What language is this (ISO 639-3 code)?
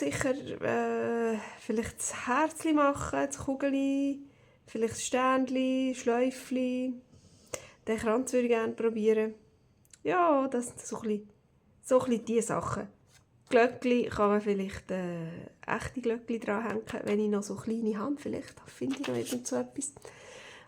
gsw